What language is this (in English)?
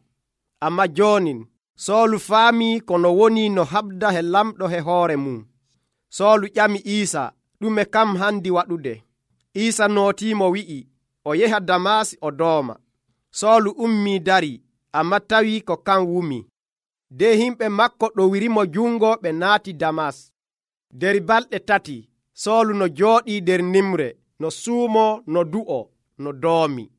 Nigerian Fulfulde